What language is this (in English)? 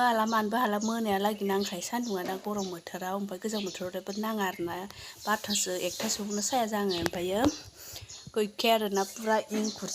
Bodo